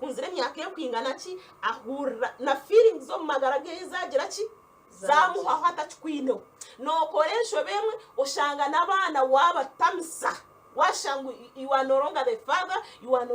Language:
Nyankole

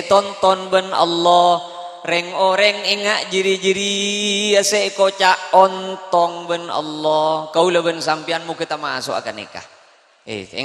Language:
Madurese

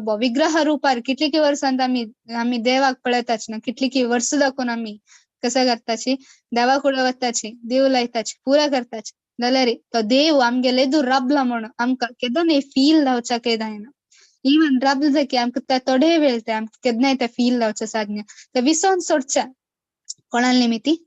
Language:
Konkani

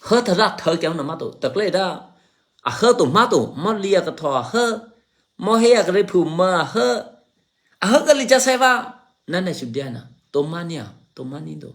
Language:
Eastern Kayah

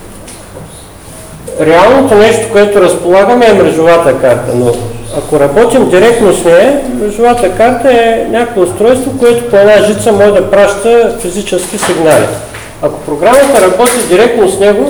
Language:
Bulgarian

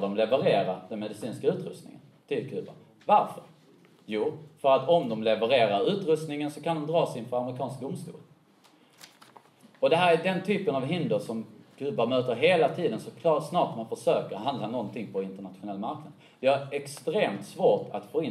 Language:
Swedish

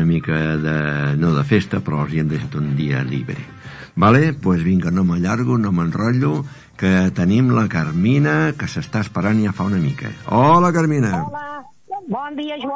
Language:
Catalan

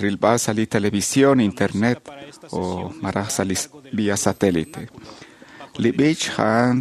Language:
Kekchí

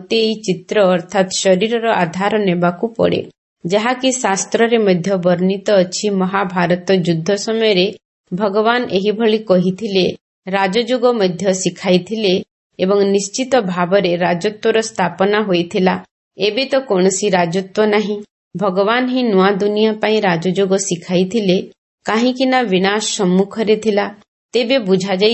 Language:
Odia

